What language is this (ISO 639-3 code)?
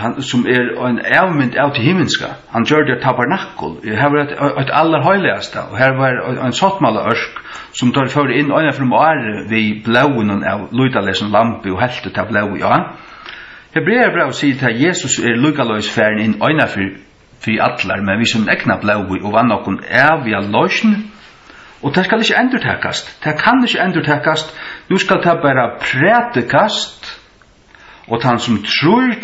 fao